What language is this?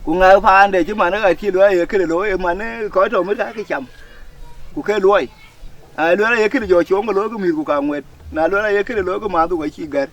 Dinka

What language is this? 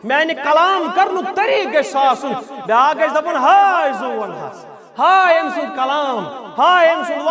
Kashmiri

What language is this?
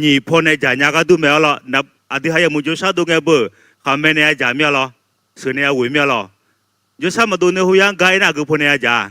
Akha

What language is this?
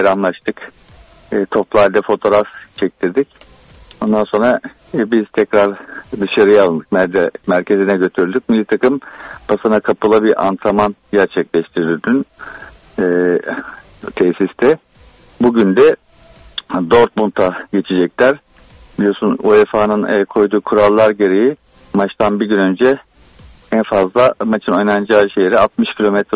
Turkish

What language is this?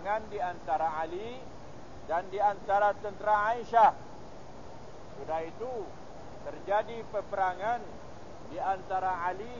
Malay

